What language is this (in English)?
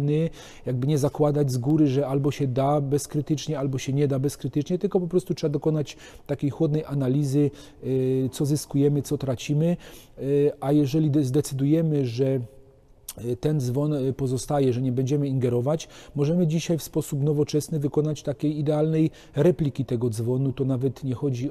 Polish